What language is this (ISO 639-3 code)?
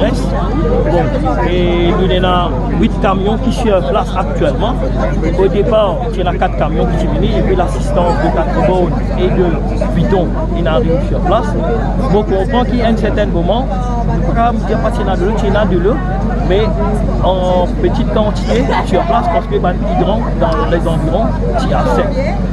mfe